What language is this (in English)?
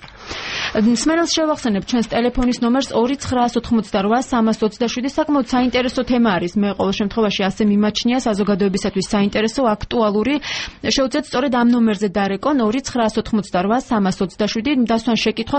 Georgian